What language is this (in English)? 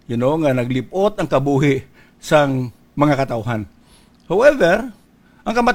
Hiligaynon